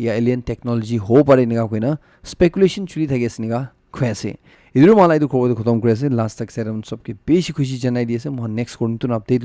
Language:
Naga Pidgin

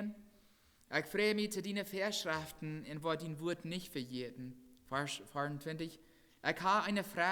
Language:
Plautdietsch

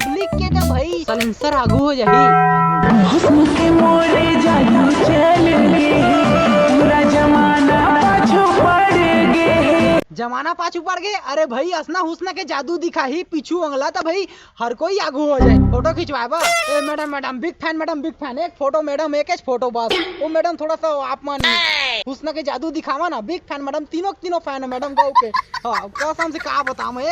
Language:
Chhattisgarhi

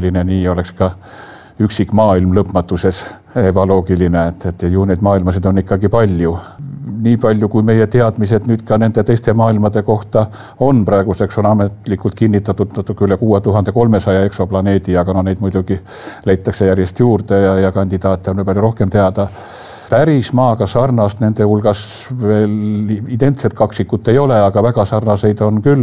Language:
Estonian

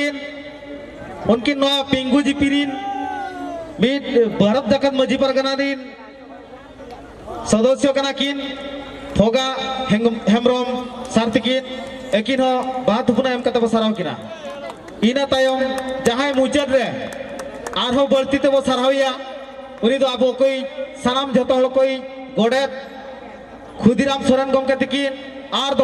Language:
Santali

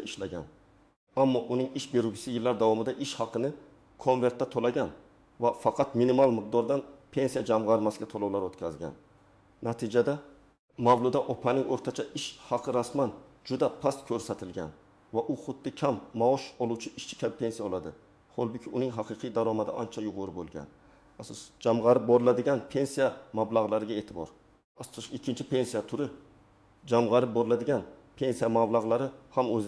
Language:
Uzbek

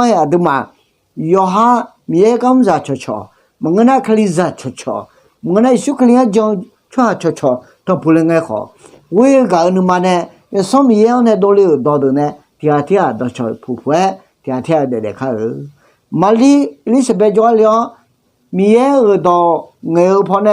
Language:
Akha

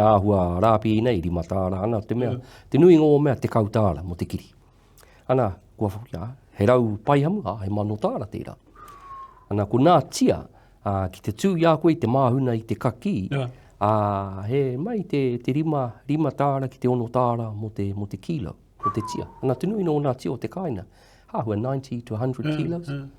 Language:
Māori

